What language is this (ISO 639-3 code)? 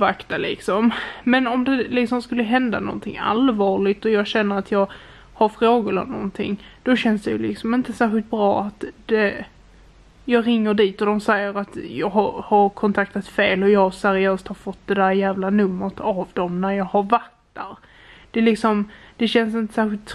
swe